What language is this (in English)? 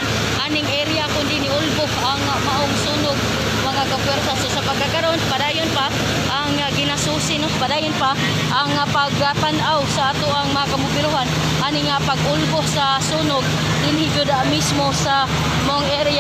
Cebuano